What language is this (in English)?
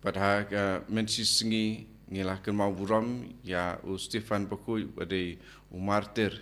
Khasi